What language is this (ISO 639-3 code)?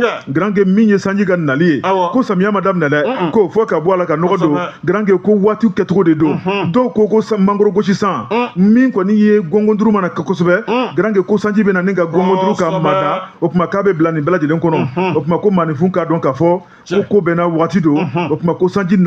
bam